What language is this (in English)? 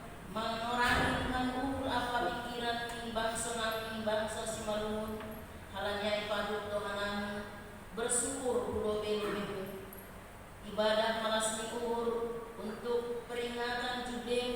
Batak Simalungun